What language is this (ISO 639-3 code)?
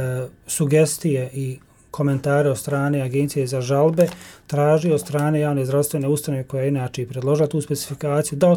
bos